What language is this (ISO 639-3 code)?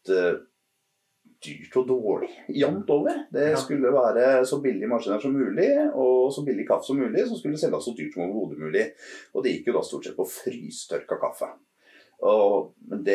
nor